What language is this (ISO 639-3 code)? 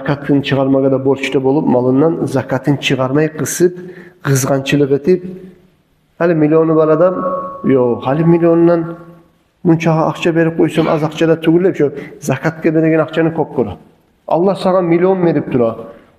kum